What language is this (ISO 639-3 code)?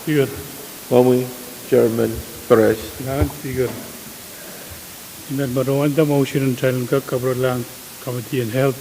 pon